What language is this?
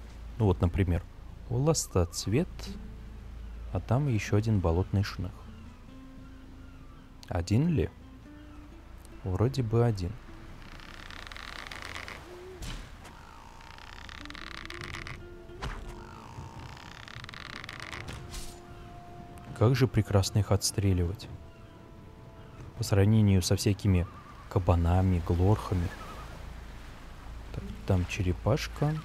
Russian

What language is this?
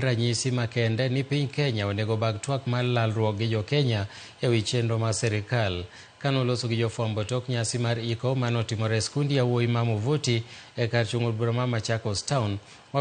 Luo (Kenya and Tanzania)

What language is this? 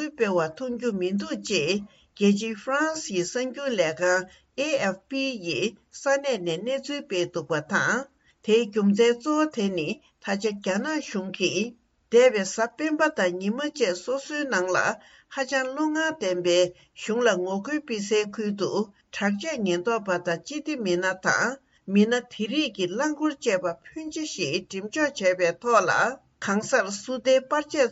Tibetan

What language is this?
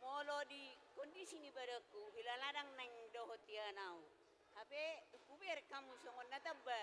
Batak Toba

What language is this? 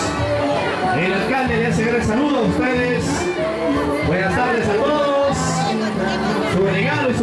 Spanish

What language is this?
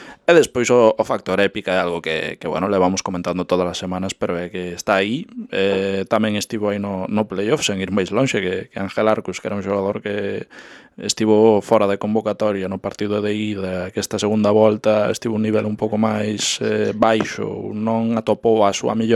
Galician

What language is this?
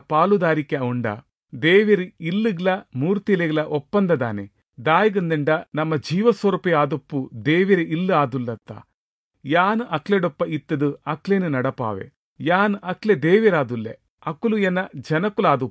Tulu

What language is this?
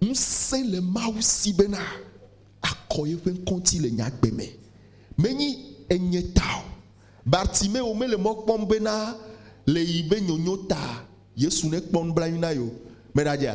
Ewe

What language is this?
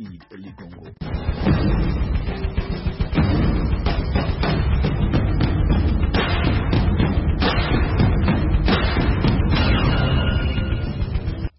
Swahili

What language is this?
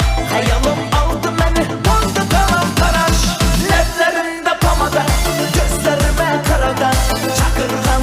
Kara-Kalpak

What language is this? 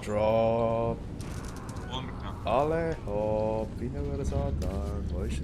Swiss German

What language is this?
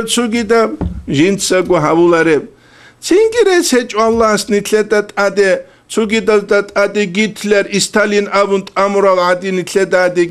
Avaric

